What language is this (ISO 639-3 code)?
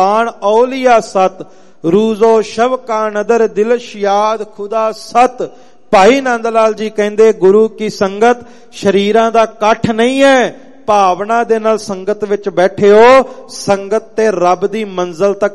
pan